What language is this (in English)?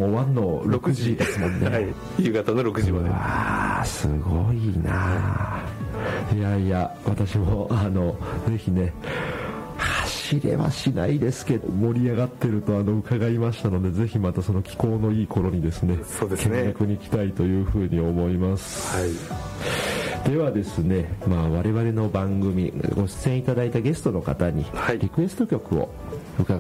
Japanese